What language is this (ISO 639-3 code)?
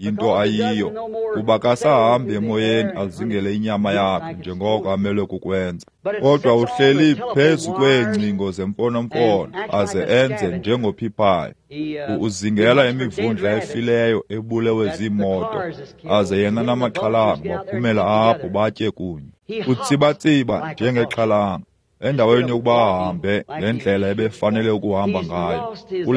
xho